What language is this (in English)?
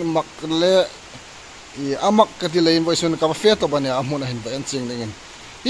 Hmar